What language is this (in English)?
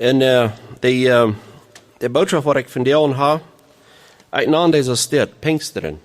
Plautdietsch